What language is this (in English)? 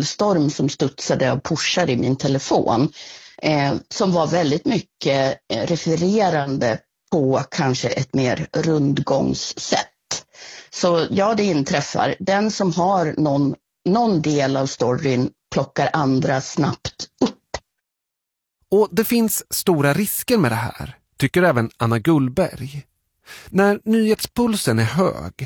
Swedish